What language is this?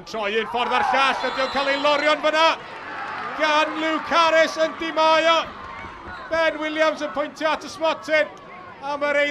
Welsh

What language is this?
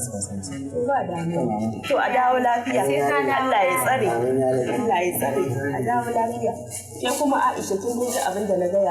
Hausa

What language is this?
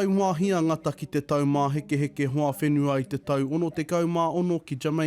Māori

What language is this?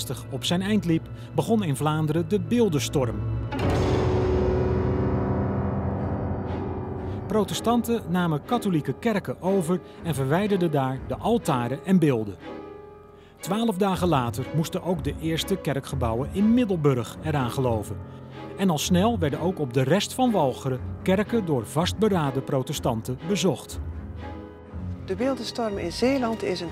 Dutch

